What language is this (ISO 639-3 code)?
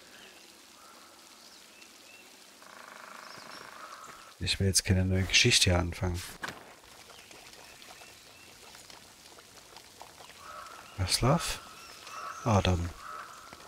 deu